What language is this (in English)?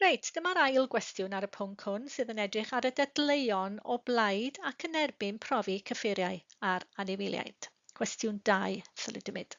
Welsh